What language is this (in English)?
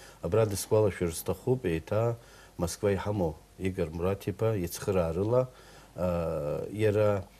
Abkhazian